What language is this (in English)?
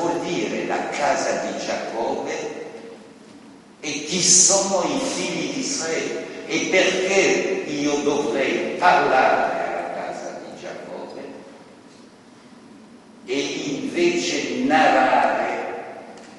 Italian